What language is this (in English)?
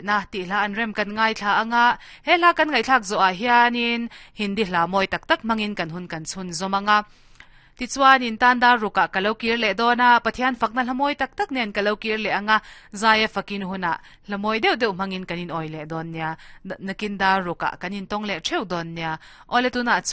Mizo